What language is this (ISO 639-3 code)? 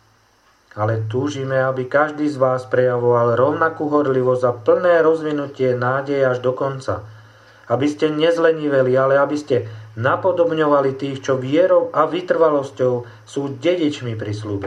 slk